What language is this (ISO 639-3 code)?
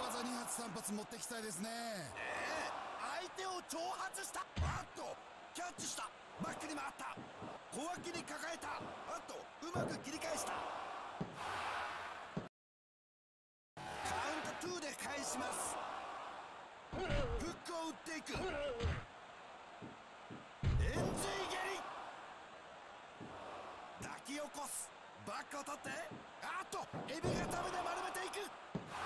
jpn